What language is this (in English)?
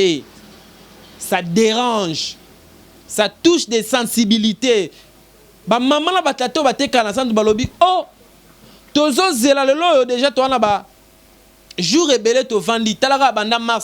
Lingala